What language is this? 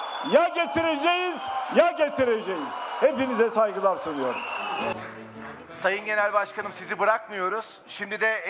Turkish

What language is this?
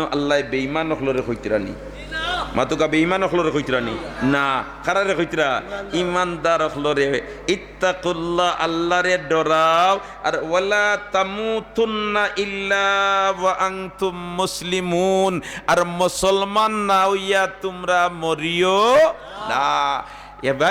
Sylheti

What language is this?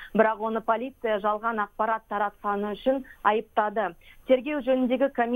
Kazakh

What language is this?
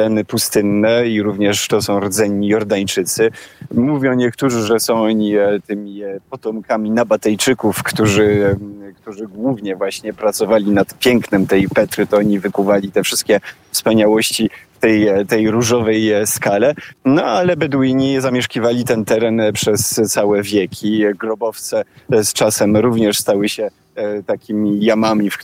Polish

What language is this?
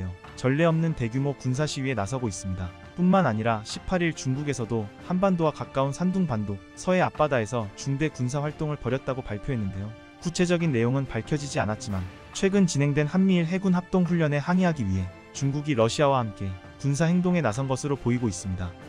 Korean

